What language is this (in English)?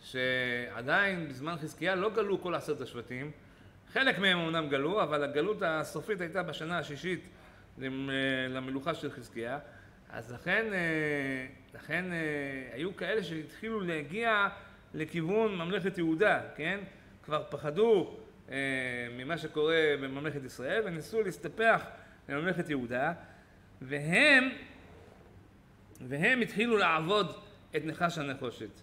Hebrew